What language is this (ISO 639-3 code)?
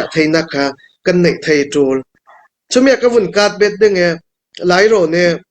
cnh